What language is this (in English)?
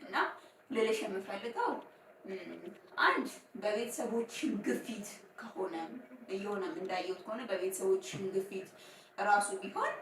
Amharic